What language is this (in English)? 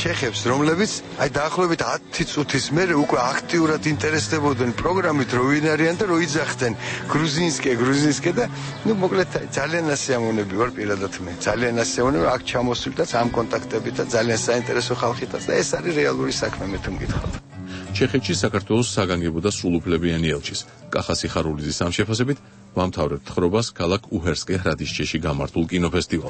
Georgian